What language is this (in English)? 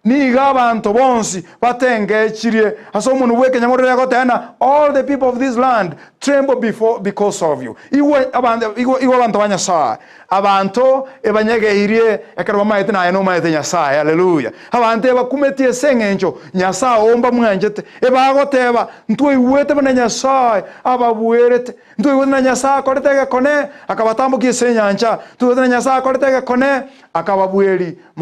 Gusii